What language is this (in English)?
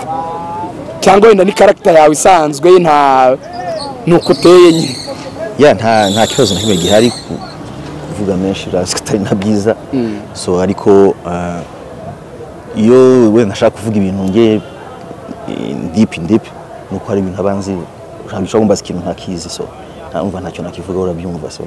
Kinyarwanda